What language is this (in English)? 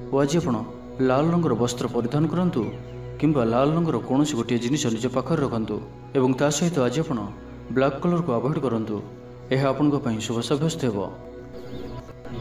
Odia